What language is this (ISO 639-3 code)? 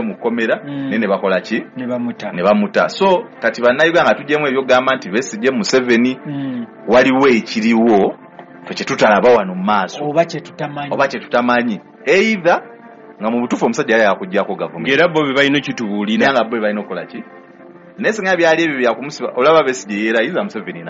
lug